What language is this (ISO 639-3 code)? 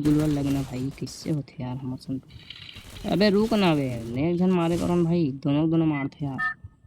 hne